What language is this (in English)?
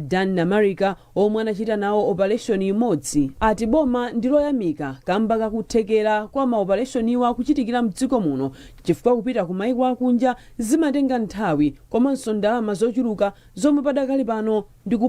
Nyanja